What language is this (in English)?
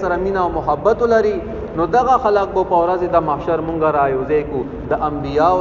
Pashto